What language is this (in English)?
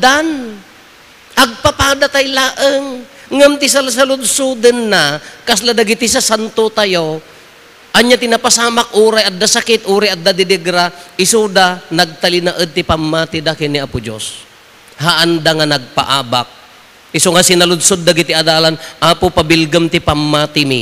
Iloko